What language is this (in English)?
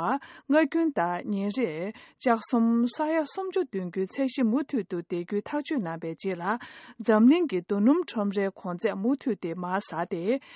Tibetan